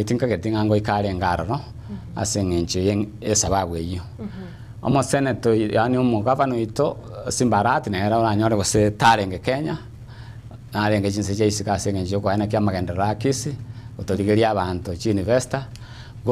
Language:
Gusii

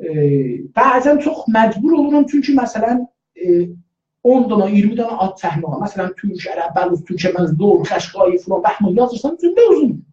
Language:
South Azerbaijani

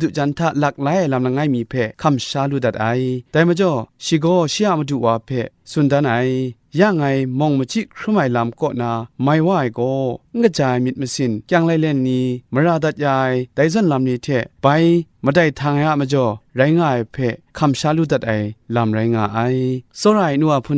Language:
Kachin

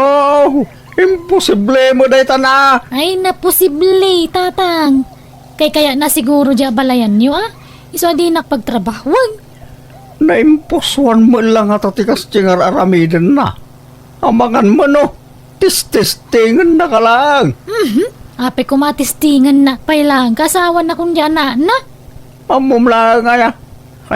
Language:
Iloko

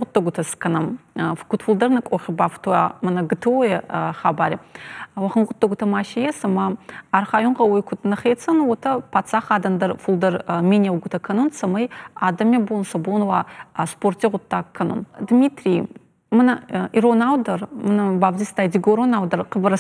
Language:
Ossetic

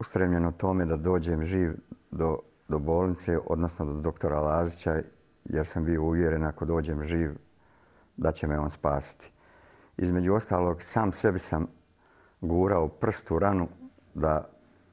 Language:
Serbian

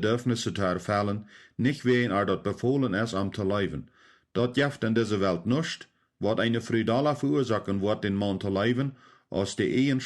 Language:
Plautdietsch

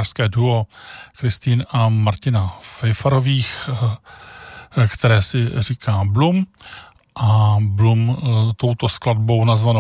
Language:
Czech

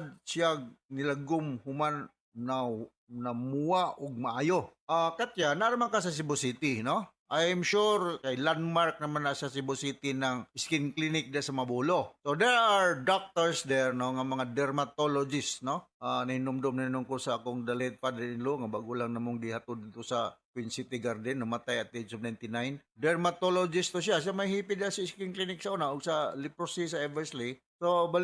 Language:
Cebuano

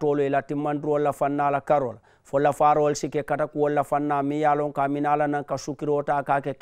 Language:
Mandingo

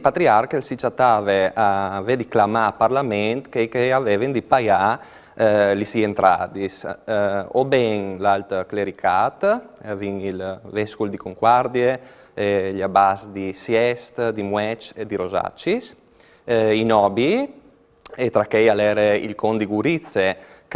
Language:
Friulian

